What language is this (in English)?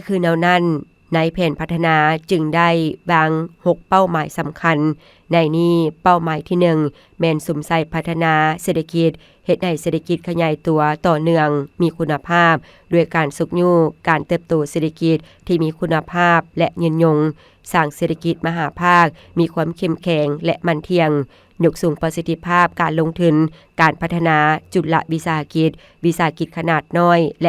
Lao